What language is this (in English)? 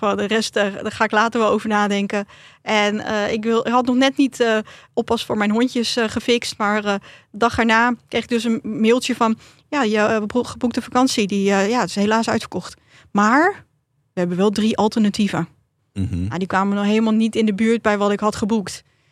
Dutch